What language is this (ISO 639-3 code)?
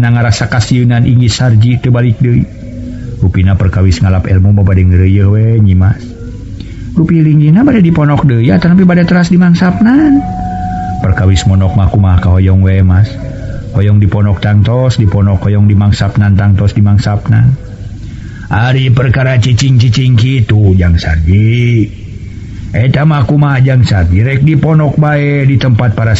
sun